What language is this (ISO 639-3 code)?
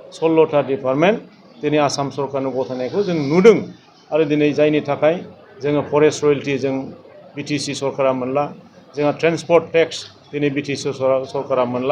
brx